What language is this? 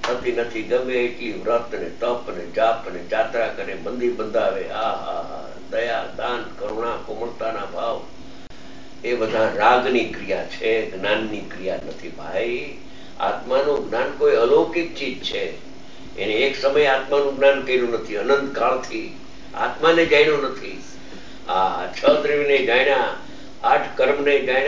Gujarati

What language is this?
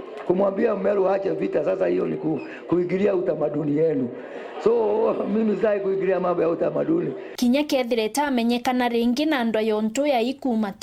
Meru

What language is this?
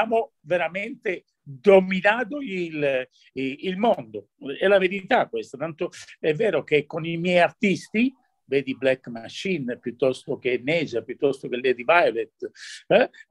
Italian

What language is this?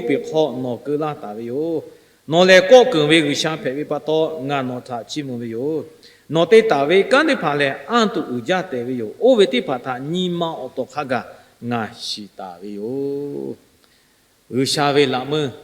Lahu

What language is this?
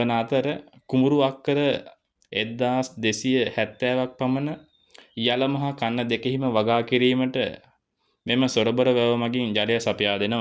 Sinhala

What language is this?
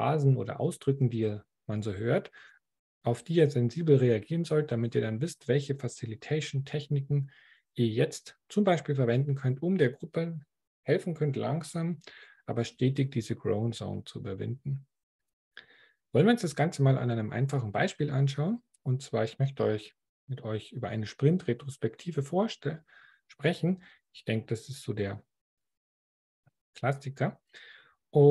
German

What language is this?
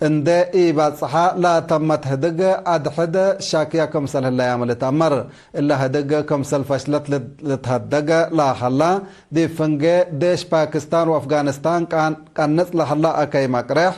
Tigre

